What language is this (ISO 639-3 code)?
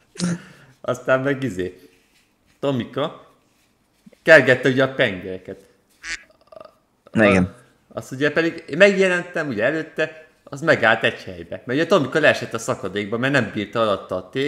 hun